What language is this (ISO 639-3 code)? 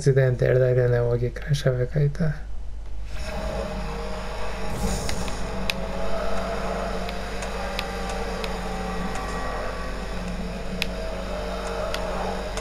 kan